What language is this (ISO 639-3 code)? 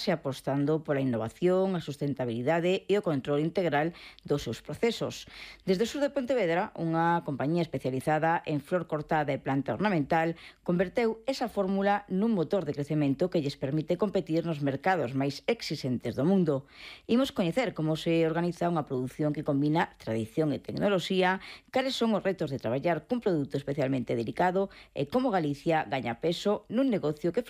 glg